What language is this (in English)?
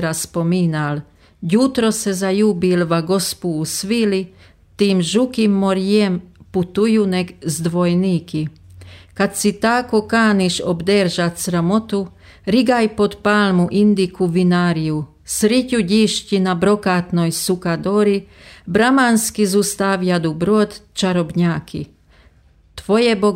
Croatian